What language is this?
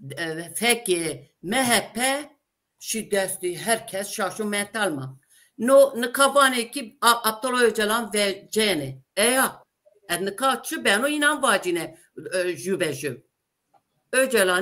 Zaza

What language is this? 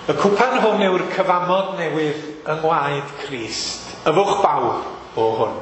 Welsh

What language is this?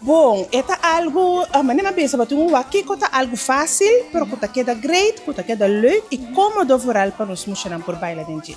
Papiamento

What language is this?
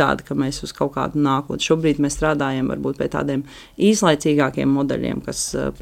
Latvian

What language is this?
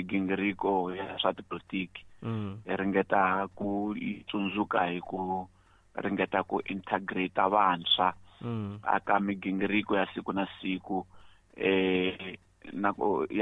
Tsonga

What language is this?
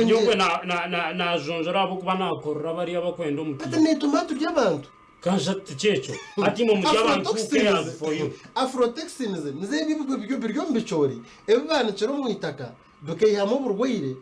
Nyankole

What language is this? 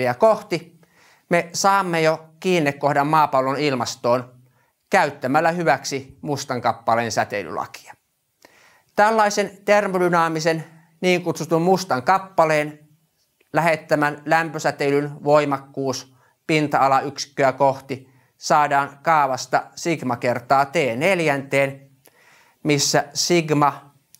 Finnish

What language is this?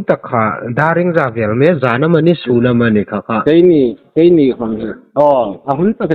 Hmar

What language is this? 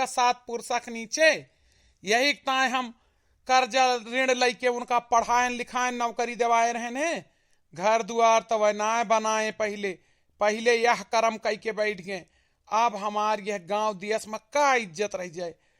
Awadhi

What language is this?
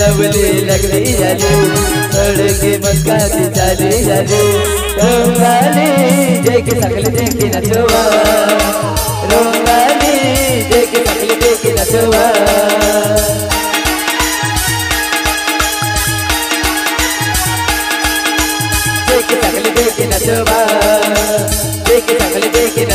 Bhojpuri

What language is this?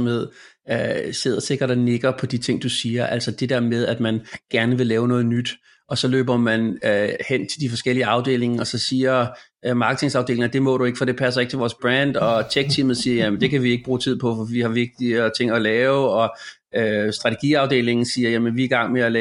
Danish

